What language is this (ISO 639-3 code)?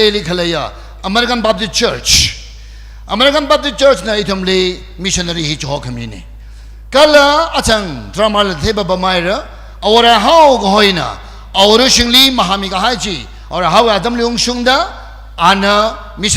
nmf